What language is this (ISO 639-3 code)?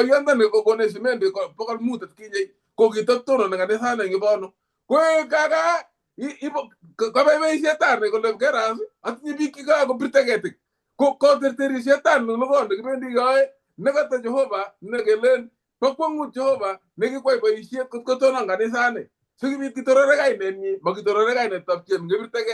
kln